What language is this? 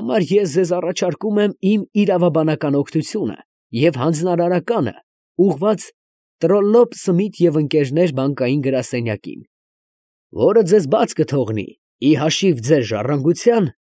Armenian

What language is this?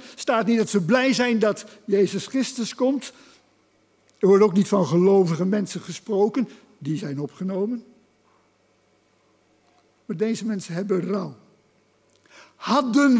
Dutch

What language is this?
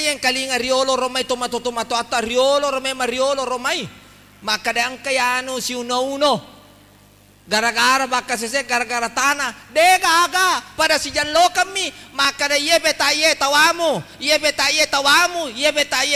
Buginese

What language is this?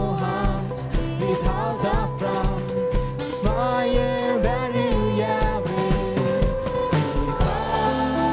Faroese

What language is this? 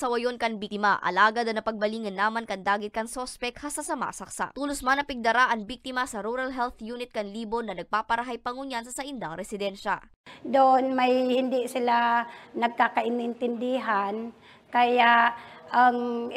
Bikol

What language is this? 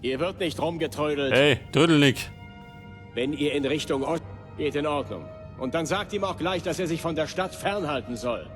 Bavarian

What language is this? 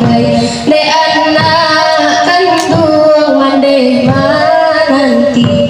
Minangkabau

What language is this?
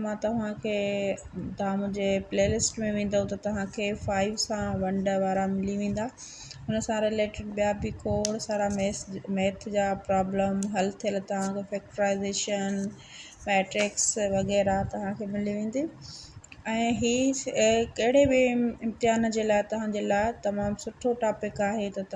Sindhi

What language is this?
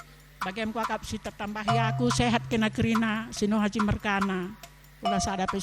Batak Karo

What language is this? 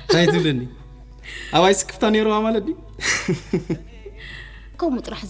Tigrinya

